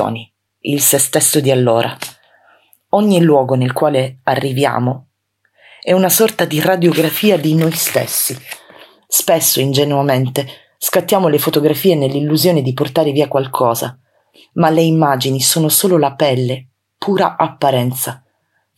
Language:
Italian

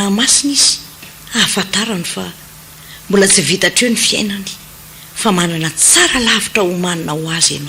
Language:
Malagasy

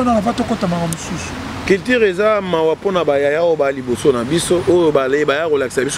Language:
Lingala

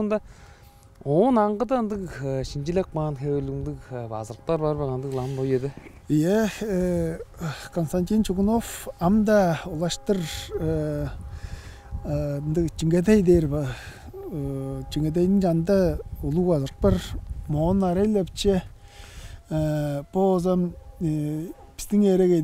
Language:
Tuvinian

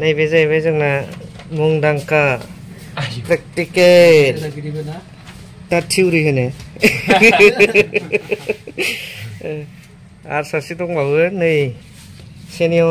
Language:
Bodo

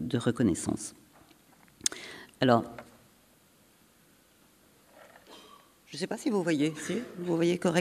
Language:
French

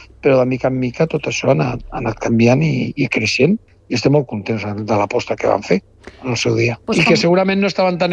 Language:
Catalan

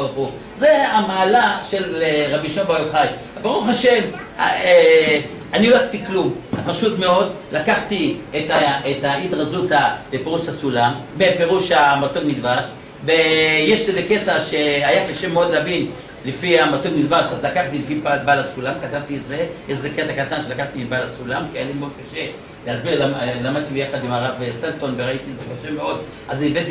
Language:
Hebrew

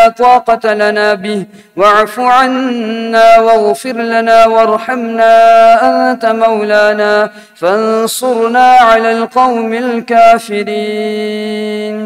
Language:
Arabic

